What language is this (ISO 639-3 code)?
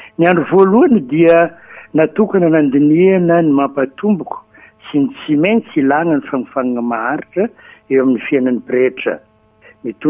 mlg